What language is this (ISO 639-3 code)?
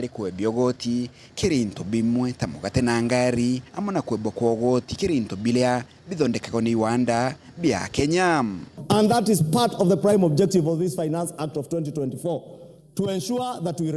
mer